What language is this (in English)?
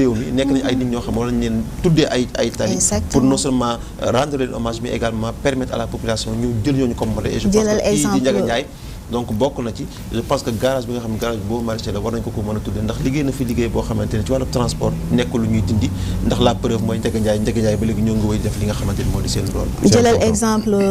Wolof